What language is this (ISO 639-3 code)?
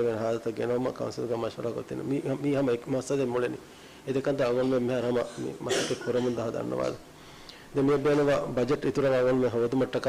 div